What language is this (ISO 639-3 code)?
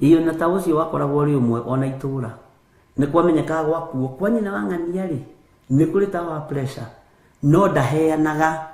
kik